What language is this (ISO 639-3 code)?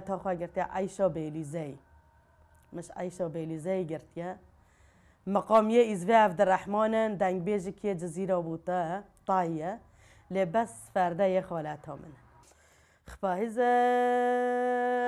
kur